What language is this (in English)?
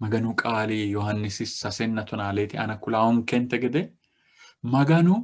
Sidamo